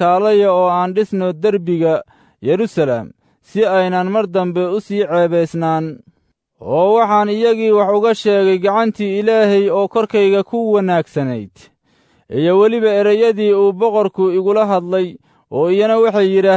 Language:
Somali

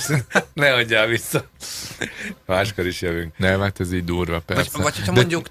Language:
Hungarian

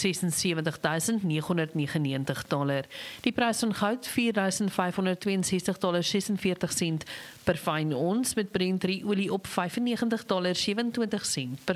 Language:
Afrikaans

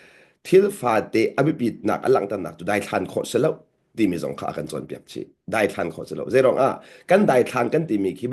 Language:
Hakha Chin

